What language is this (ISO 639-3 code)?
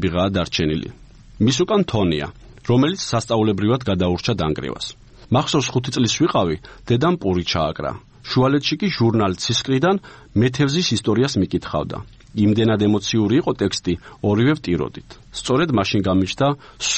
kat